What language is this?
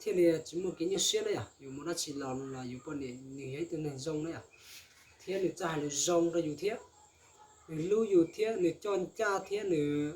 Hmong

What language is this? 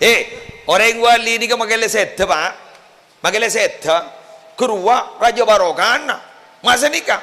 Madurese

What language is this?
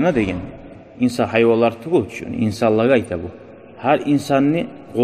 Kumyk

